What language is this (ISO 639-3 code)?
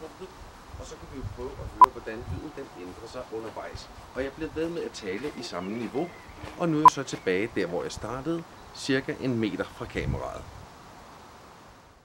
dan